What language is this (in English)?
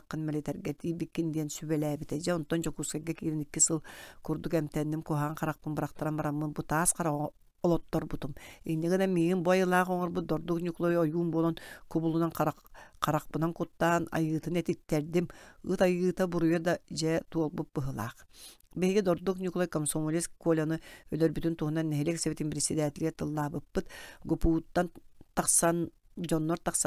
Yakut